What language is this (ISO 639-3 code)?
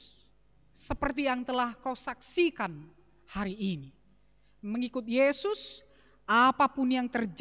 bts